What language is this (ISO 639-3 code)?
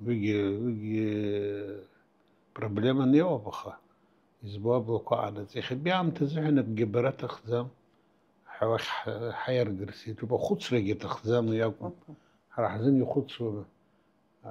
abk